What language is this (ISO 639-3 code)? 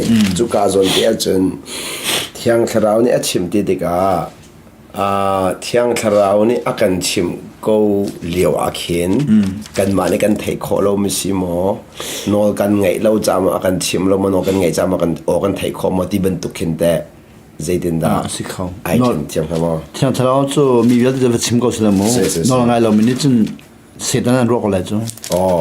cnh